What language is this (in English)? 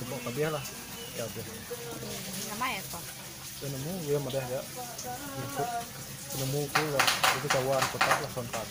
Iban